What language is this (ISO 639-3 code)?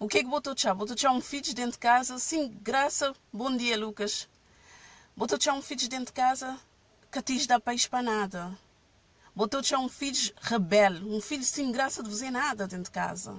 kea